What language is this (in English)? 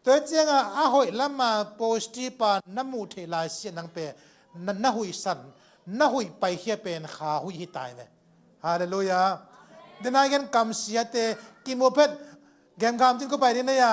Tedim Chin